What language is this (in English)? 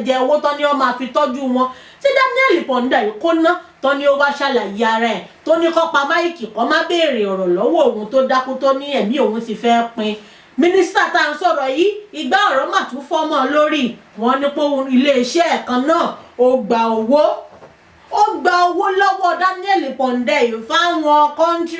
Yoruba